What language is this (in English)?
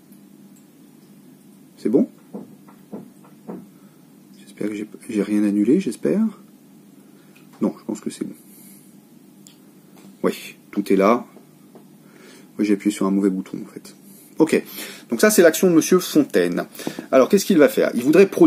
French